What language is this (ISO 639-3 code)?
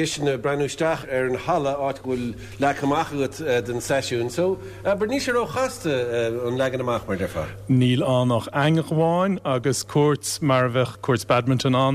gle